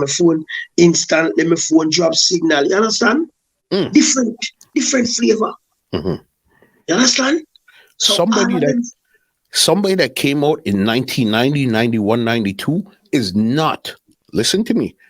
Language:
Jamaican Creole English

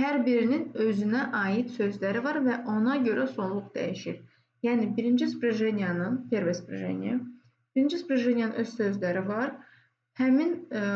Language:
Azerbaijani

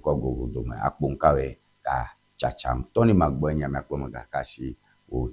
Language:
Ewe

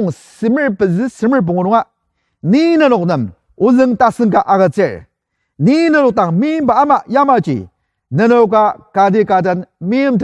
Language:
Ao Naga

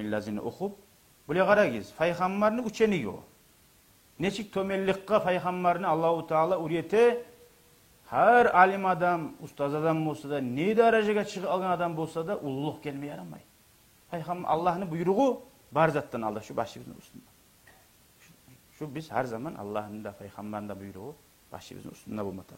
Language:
Kumyk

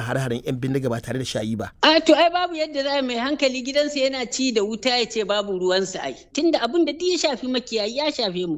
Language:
Hausa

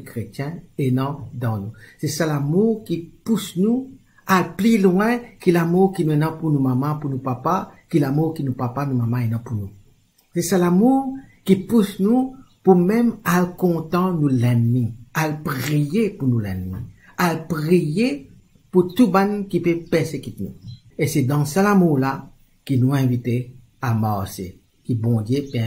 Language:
Morisyen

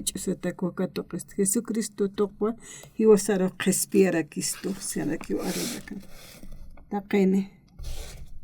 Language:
Aymara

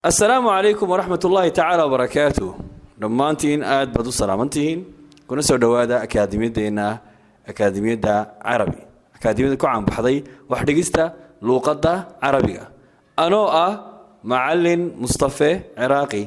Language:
Somali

